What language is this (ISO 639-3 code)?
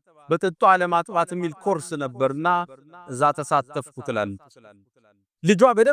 amh